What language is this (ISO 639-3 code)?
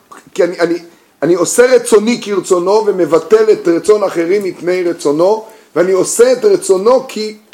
heb